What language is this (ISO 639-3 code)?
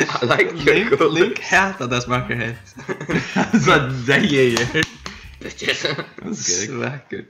fao